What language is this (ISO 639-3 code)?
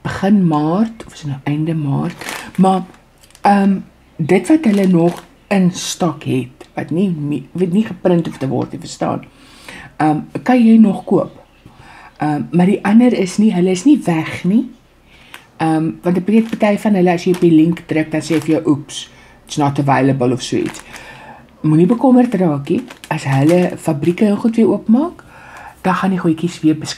afr